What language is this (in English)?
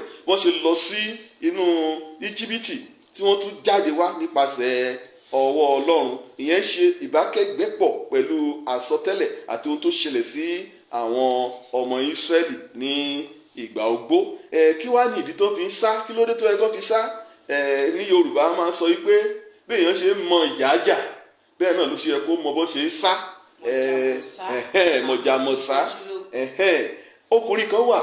Yoruba